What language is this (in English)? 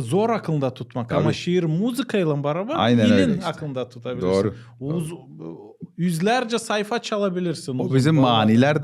Gagauz